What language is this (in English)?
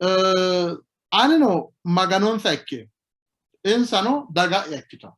Sidamo